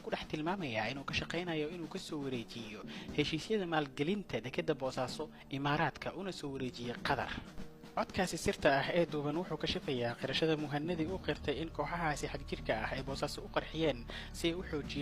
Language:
Somali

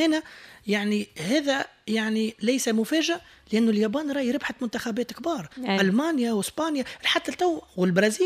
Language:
Tunisian Arabic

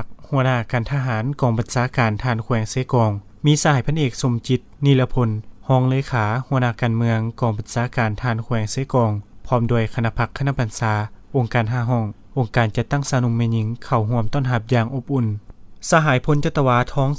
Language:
Lao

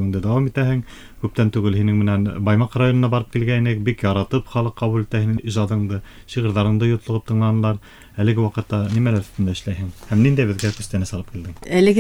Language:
Bashkir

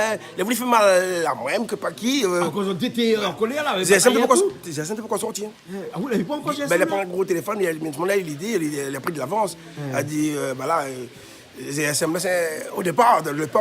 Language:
Réunion Creole French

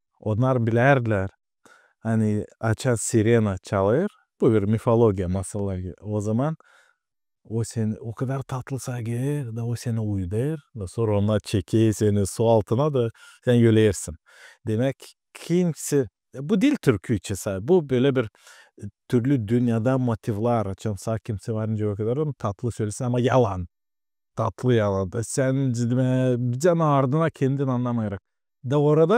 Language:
Gagauz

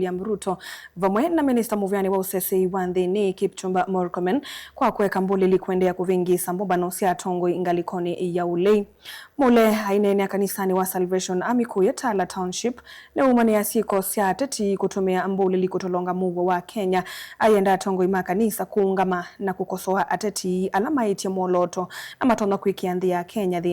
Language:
Kamba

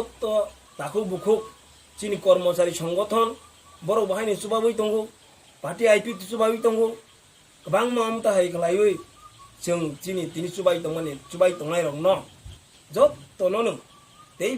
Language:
Kok Borok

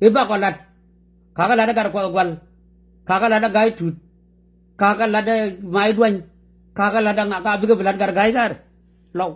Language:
Nuer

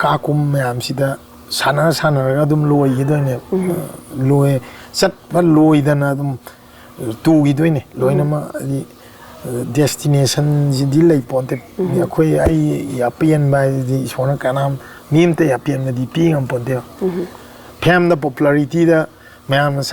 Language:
Manipuri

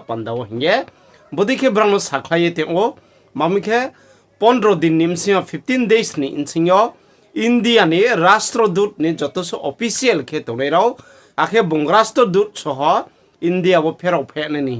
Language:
Riang (India)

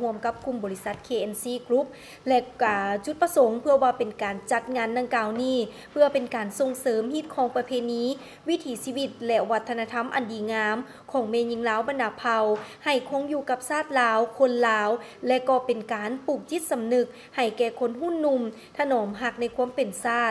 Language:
Lao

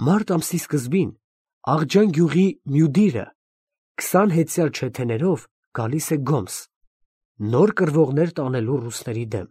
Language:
Armenian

